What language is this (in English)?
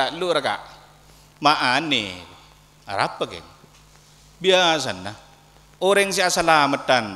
Madurese